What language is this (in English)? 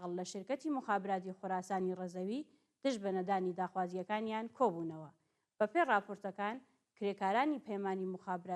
Central Kurdish